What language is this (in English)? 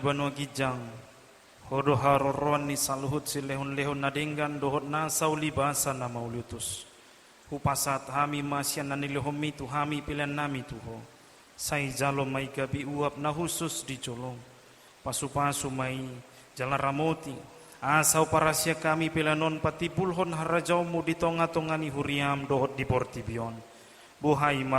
Batak Toba